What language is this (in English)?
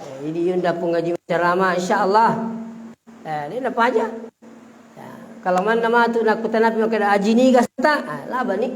Buginese